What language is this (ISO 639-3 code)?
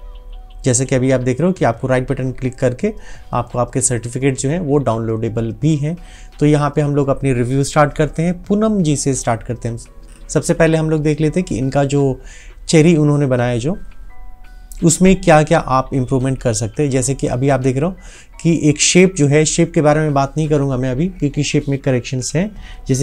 hin